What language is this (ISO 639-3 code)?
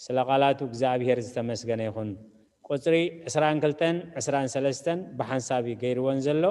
tir